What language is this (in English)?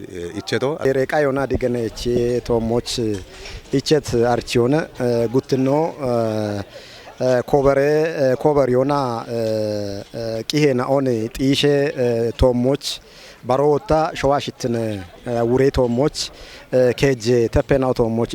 Kafa